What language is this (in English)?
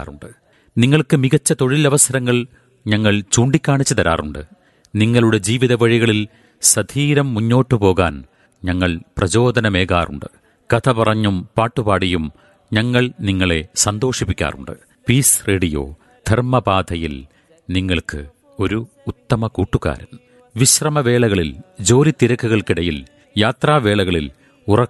Malayalam